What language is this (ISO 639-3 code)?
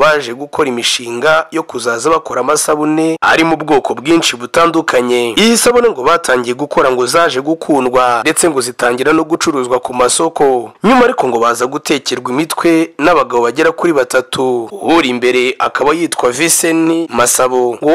kin